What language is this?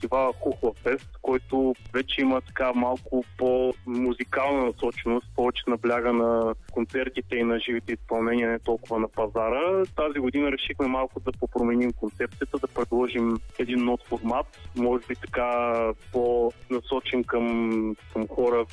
Bulgarian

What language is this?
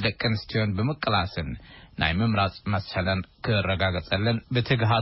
Tigrinya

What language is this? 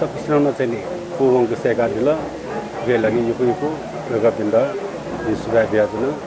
Newari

